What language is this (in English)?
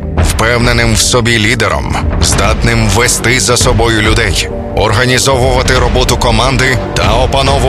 Ukrainian